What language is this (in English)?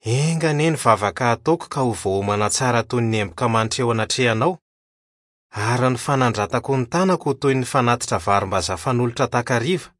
Malagasy